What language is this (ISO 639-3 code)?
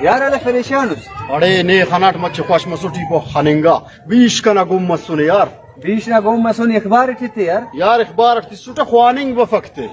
brh